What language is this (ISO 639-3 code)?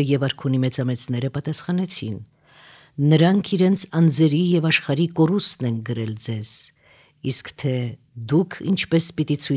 hye